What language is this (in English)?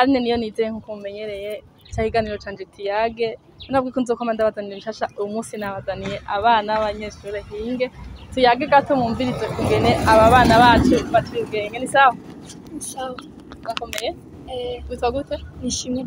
Rundi